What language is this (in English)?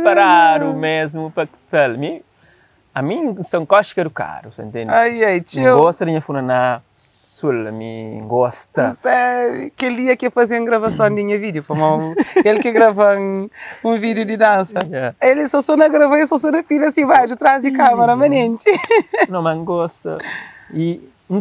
Kabuverdianu